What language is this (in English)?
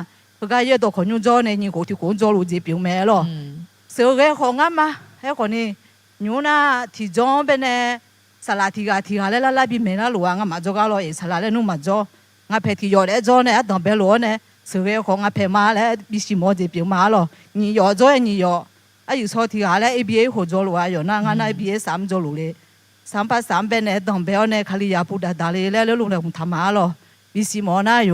Akha